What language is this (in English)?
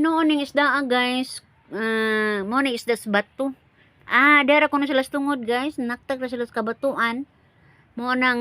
Cebuano